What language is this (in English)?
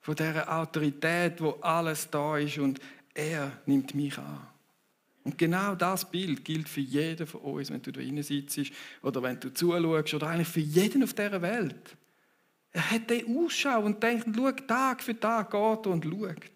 Swiss German